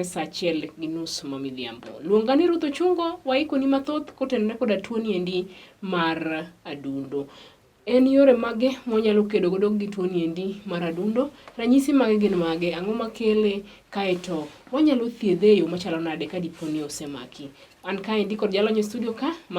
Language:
Luo (Kenya and Tanzania)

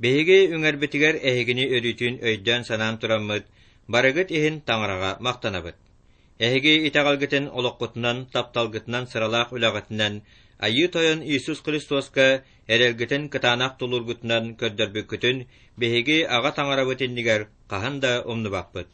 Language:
Yakut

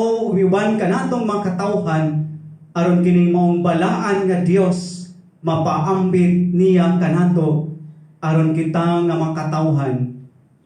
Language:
Cebuano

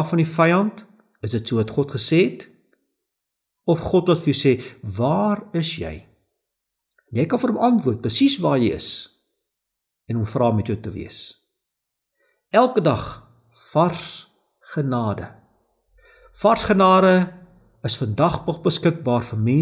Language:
Afrikaans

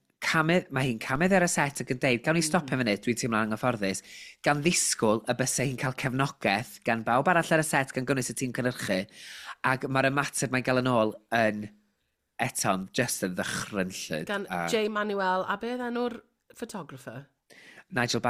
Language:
Welsh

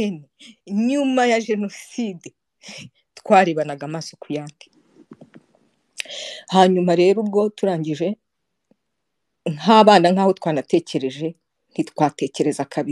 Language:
Kinyarwanda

